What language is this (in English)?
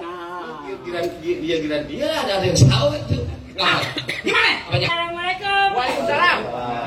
Betawi